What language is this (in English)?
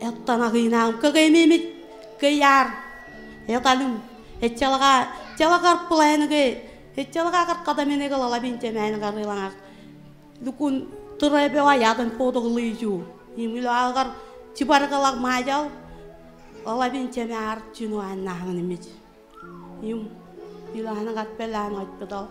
Marshallese